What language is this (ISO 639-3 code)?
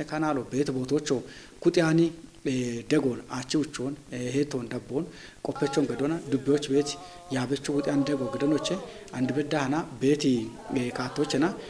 kbr